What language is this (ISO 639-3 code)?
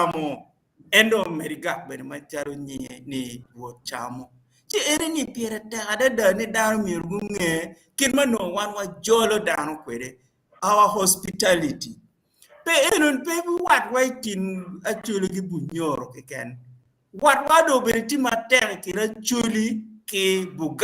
ach